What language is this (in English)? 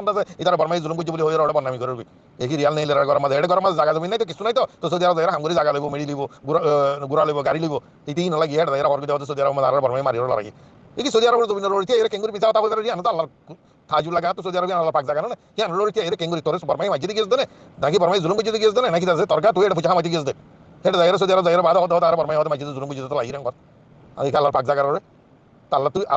Rohingya